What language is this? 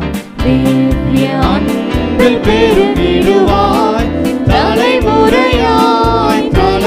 Tamil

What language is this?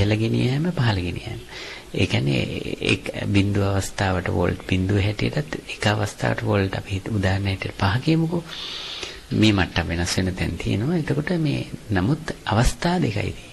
Sinhala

